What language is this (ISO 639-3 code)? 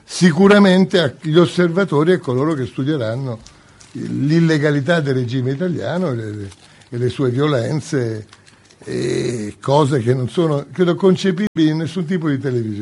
ita